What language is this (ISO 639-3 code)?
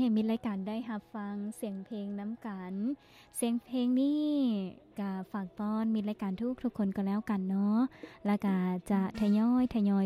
lao